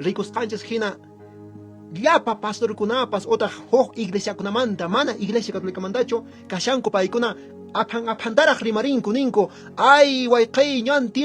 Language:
Quechua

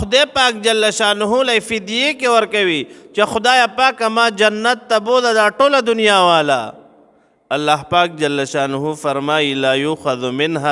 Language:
Pashto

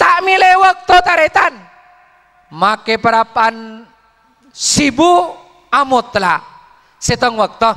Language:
Madurese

